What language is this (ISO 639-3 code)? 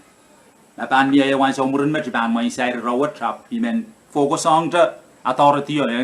pon